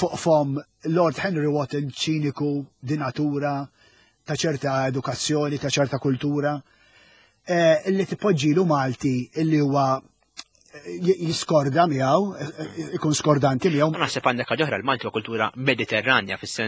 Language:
Maltese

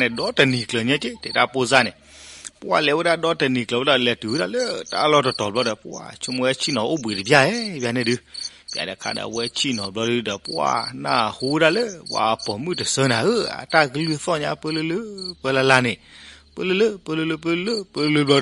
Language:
S'gaw Karen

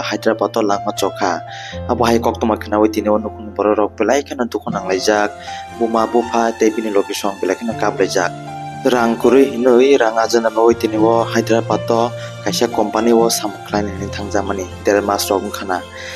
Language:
Kok Borok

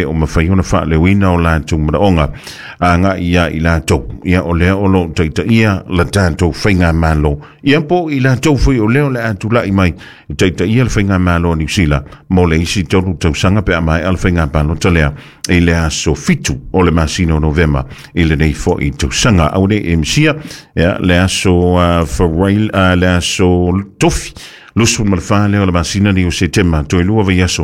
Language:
Samoan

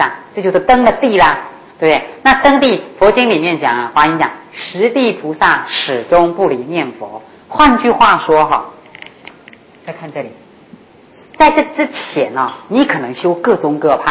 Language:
Chinese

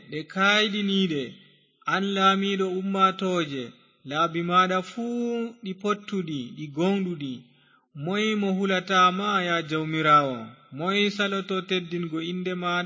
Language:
Fula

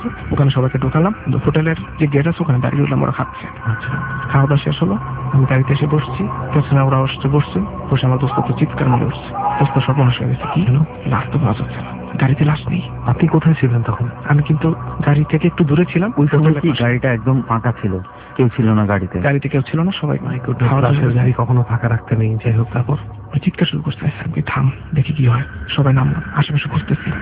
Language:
Bangla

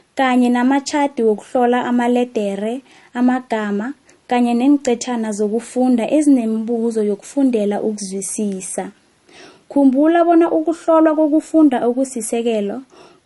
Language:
South Ndebele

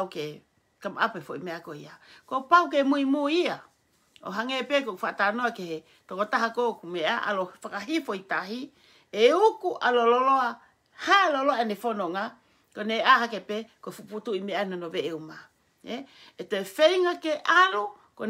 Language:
Tongan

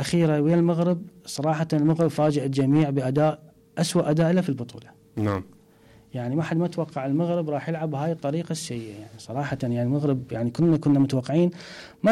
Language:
Mesopotamian Arabic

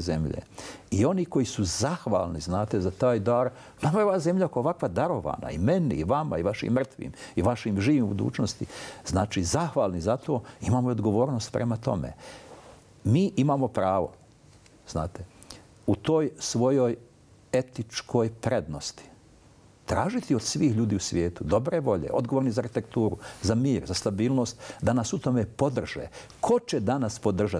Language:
Bosnian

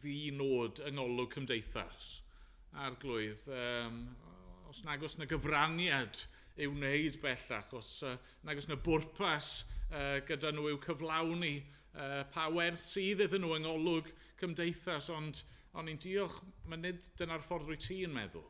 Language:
Welsh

